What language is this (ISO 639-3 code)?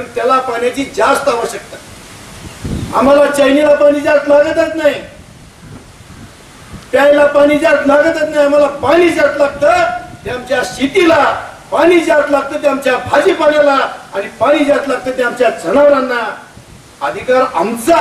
mar